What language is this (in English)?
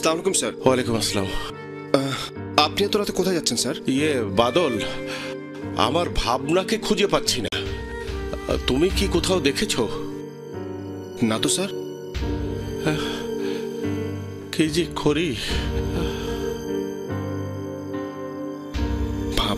Bangla